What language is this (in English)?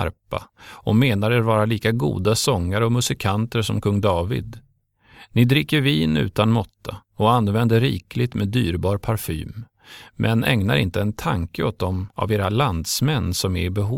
Swedish